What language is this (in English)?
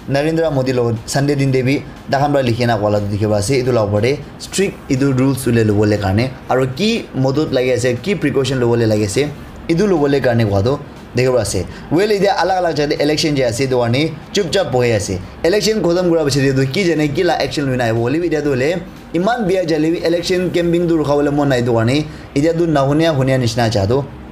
Naga Pidgin